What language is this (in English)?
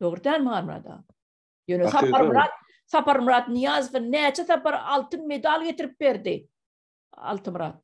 Turkmen